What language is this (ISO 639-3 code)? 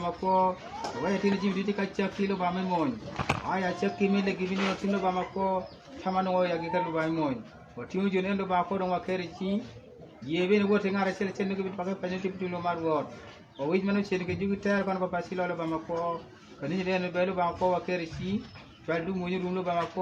ach